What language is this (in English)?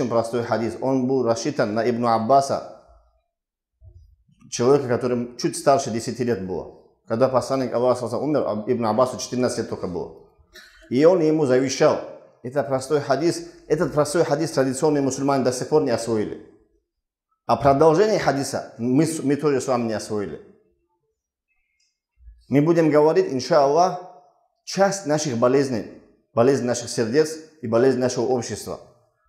Russian